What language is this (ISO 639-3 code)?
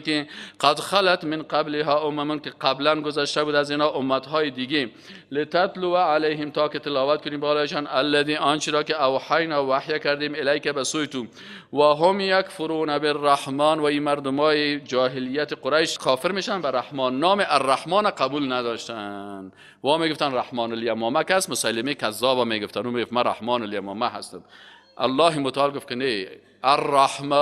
fas